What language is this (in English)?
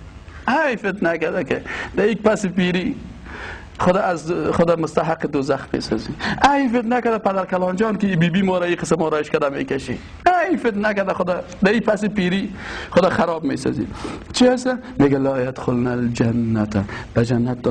Persian